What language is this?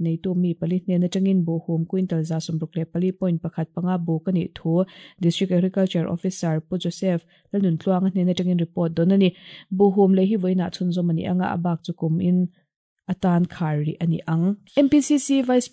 Mizo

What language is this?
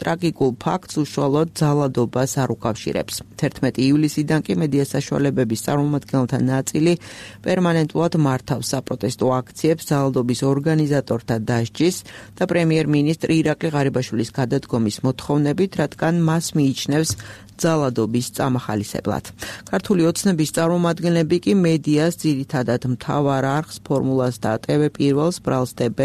Georgian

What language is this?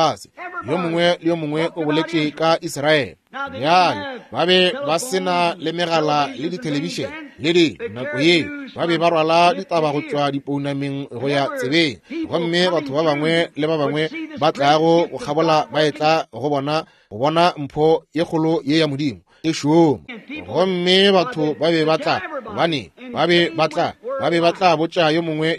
Northern Sotho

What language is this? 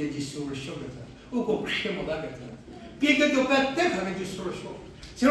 Angami Naga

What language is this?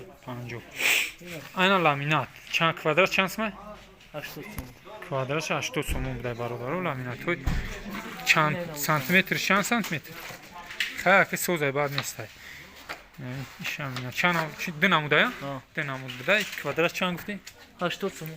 Tajik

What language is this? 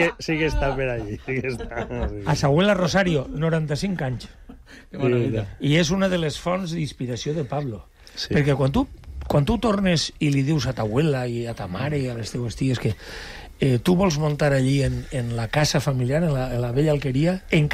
Catalan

